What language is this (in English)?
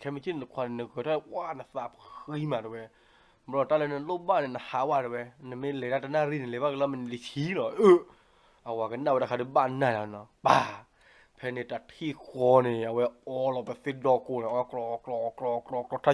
S'gaw Karen